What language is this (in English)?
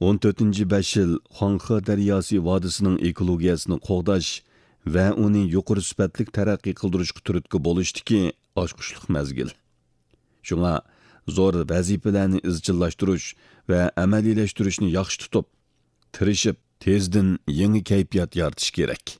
Uyghur